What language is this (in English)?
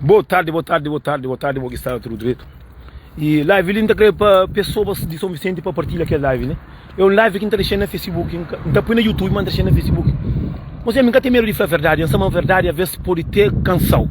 Kabuverdianu